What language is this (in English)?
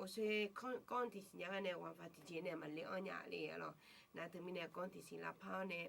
Akha